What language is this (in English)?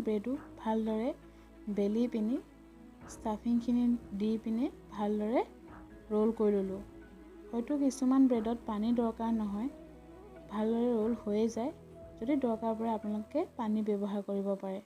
Assamese